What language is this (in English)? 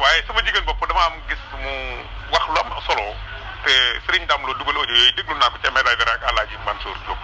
Wolof